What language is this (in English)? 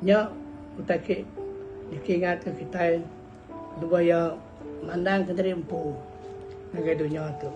Iban